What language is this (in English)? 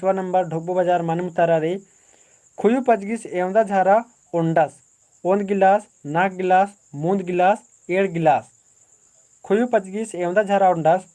Kurukh